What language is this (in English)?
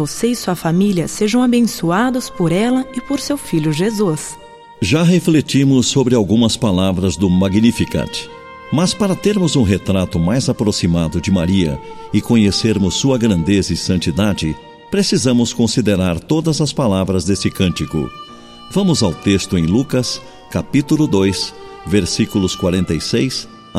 Portuguese